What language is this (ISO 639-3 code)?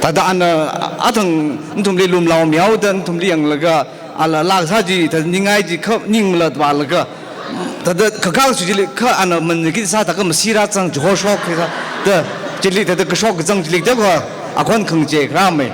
nmf